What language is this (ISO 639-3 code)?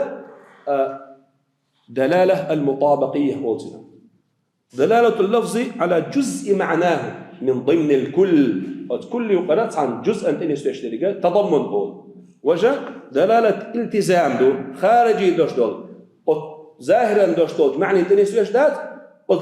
che